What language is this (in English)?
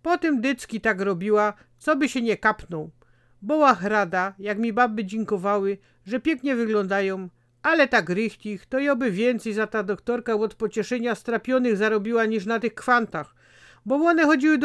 Silesian